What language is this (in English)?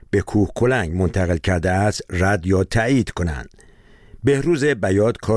Persian